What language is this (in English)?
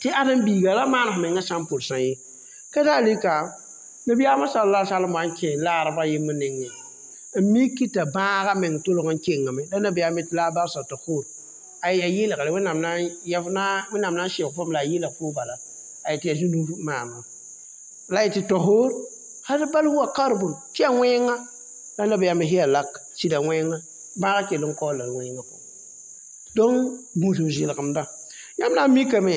Mossi